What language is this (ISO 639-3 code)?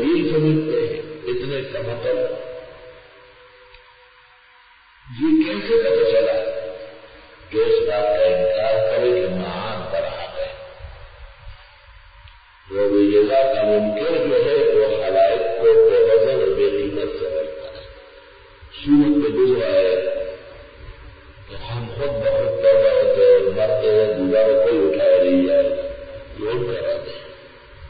urd